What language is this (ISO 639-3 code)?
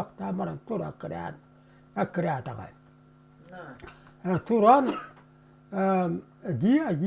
sah